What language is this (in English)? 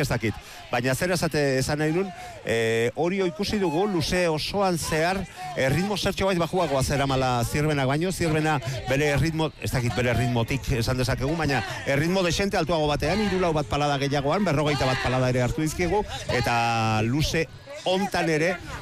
Basque